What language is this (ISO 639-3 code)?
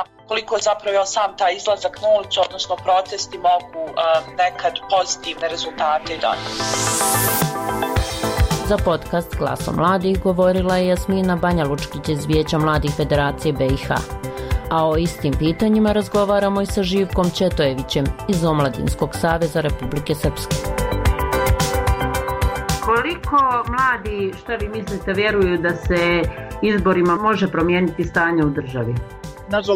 bos